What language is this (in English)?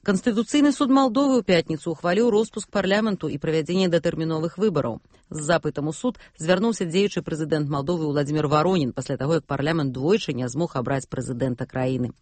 Belarusian